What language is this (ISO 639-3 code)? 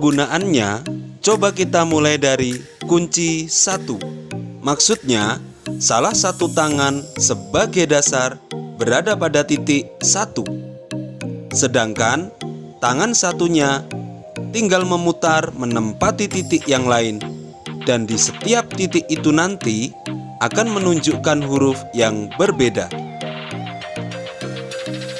ind